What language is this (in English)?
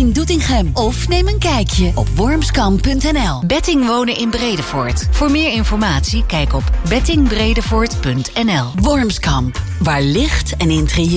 Dutch